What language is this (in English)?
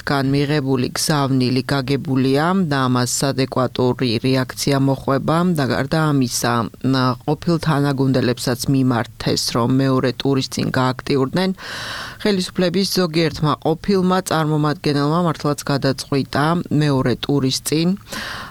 Georgian